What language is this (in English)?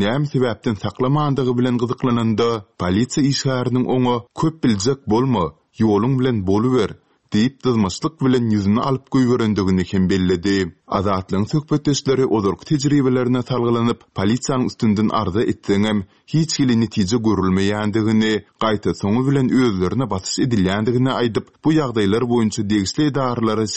Turkmen